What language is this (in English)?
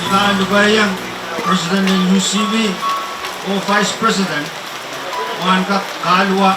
Pohnpeian